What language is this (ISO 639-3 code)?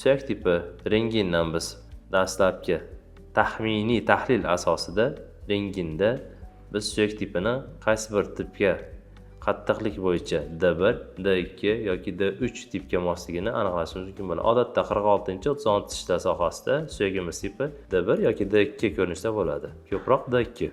uzb